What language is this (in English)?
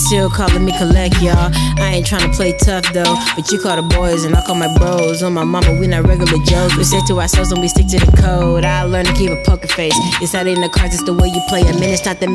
English